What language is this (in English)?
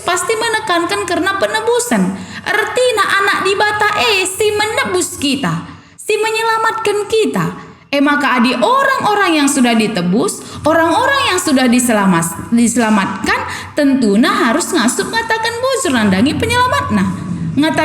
Batak Karo